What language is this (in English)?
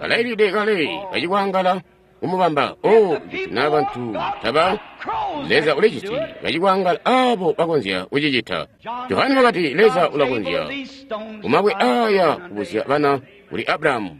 Tonga (Zambia)